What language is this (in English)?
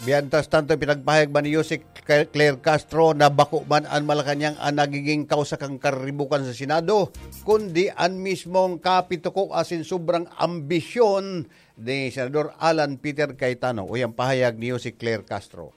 Bikol